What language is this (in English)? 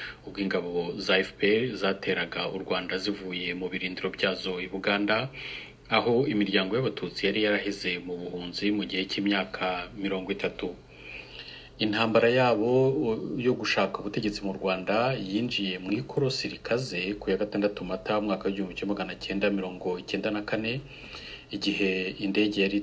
Kinyarwanda